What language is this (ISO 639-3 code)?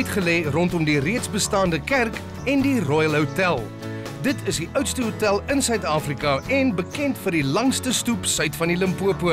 afr